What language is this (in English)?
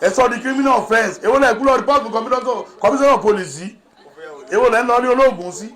Yoruba